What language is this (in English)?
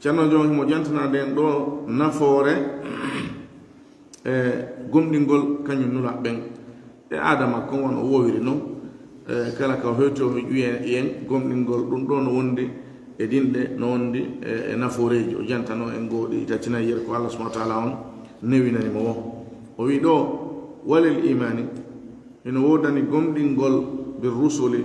Fula